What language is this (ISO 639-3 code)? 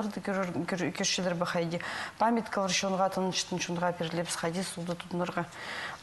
kjh